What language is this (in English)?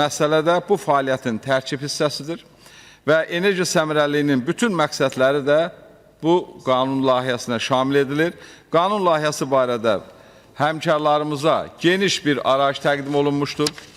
Azerbaijani